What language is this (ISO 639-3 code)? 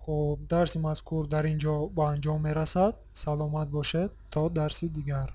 tgk